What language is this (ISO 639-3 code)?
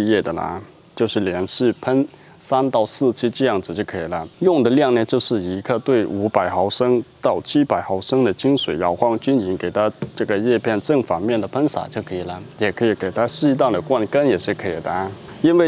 zho